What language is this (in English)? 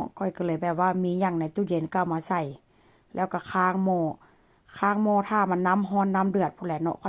Northeastern Thai